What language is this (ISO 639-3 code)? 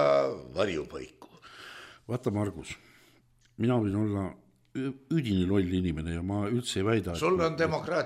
est